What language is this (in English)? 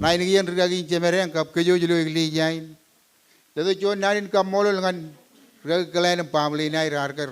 Marshallese